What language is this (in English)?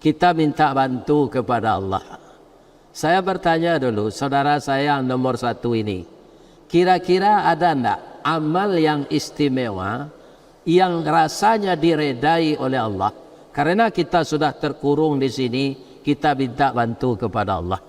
Minangkabau